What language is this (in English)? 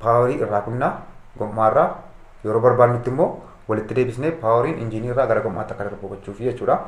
Oromo